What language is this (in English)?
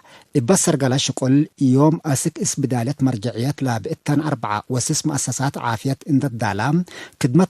Tigre